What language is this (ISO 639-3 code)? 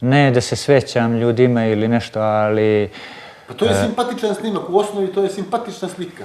bos